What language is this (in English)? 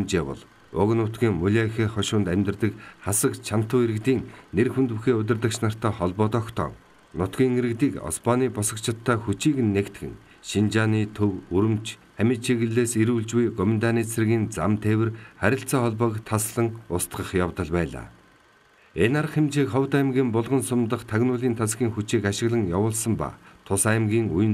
Mongolian